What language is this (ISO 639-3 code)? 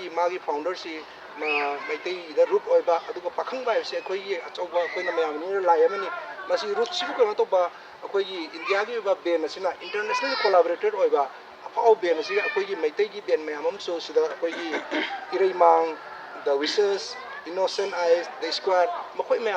mni